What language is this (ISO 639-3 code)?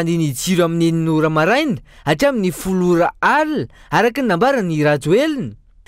mlg